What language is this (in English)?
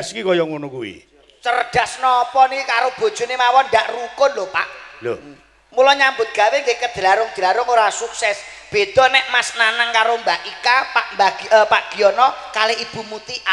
Javanese